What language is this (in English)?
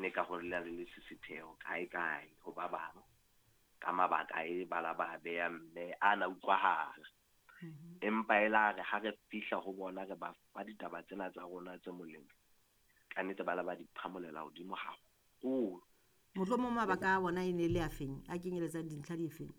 Southern Sotho